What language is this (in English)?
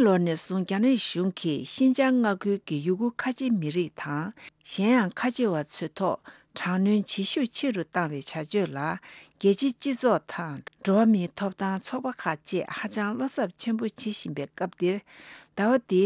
Tibetan